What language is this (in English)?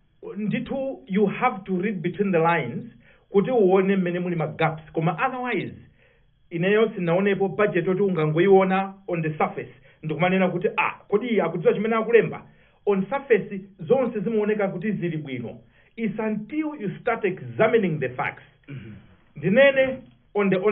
Nyanja